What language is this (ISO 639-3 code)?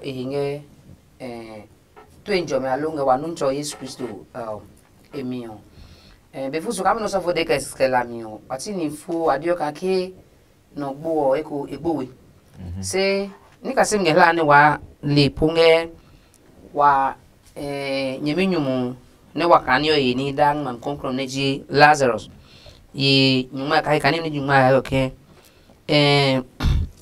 ada